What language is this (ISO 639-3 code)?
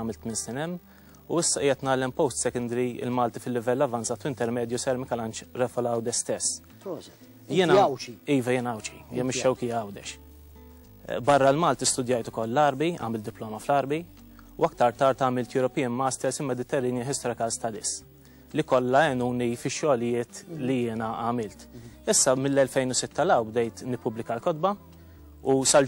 mlt